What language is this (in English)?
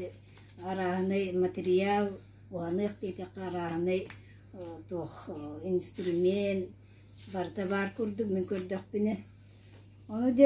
Yakut